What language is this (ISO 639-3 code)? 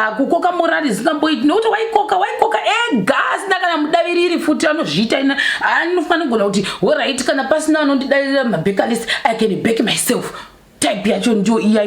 sna